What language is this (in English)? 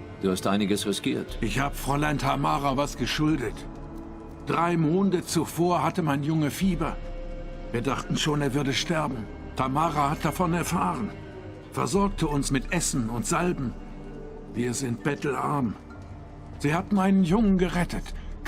Swiss German